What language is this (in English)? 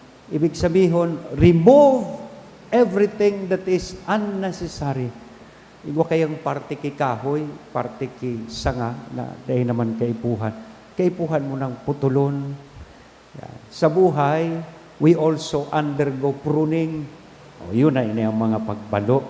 Bikol